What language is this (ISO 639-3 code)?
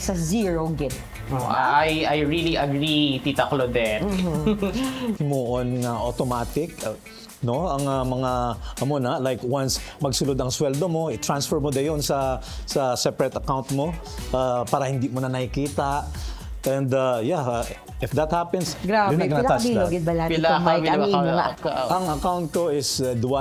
hil